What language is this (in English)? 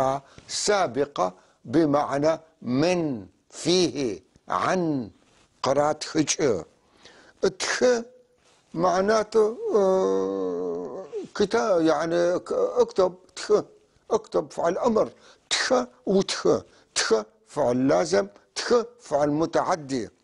North Levantine Arabic